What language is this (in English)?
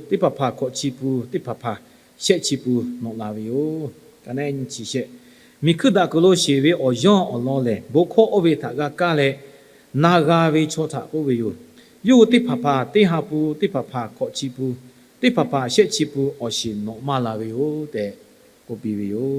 Lahu